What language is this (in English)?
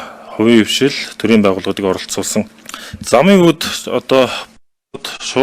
Mongolian